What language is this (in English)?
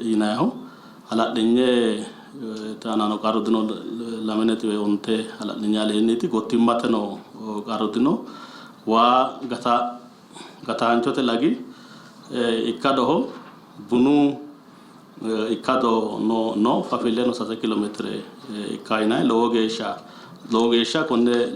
Sidamo